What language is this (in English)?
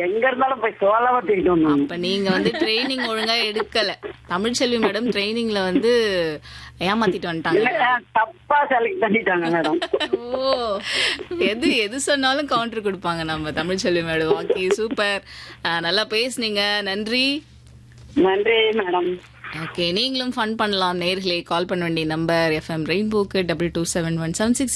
Tamil